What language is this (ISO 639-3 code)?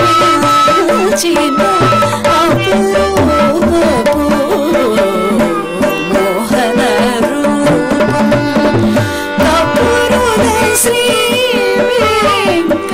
tel